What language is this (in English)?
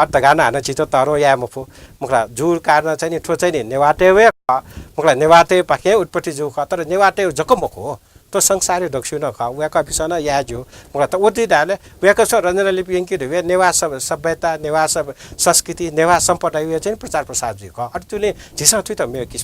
Newari